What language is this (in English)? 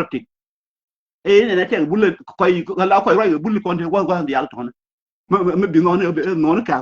Nuer